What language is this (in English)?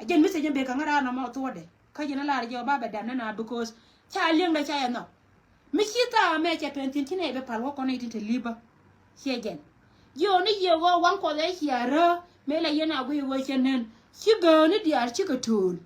Nuer